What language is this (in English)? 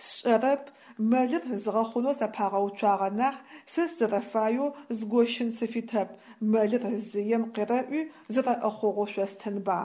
Adyghe